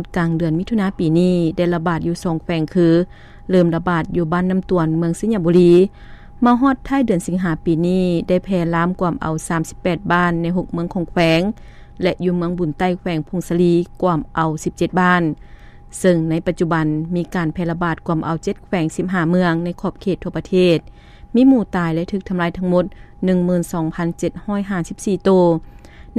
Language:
Lao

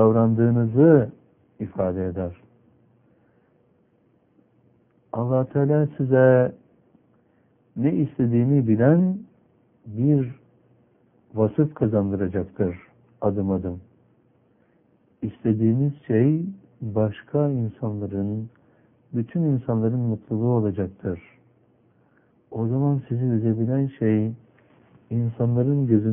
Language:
Turkish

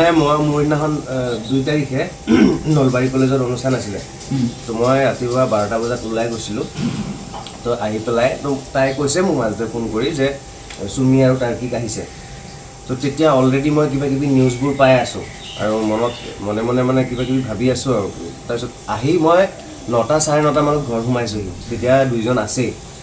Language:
Assamese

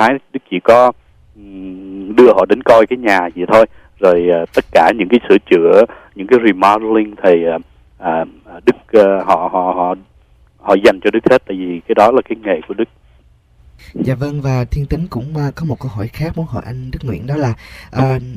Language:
Vietnamese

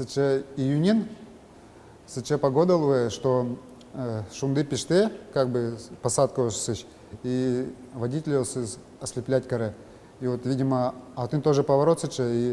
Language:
Udmurt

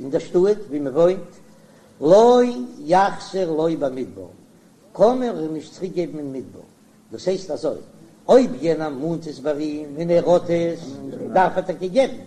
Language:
Yiddish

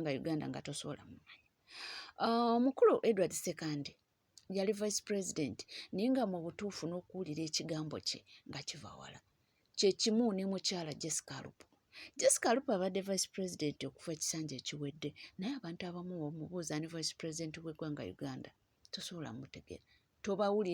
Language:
Ganda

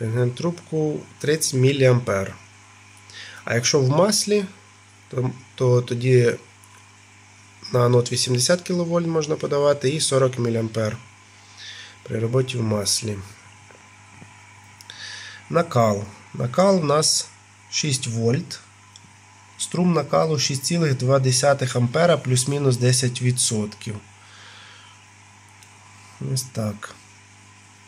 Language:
Ukrainian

